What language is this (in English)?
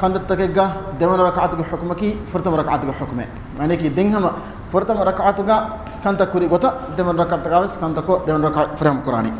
Divehi